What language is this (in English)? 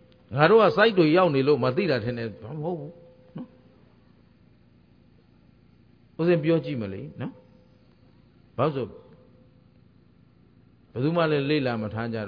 Burmese